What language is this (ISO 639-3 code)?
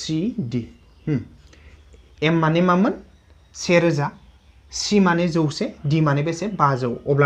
brx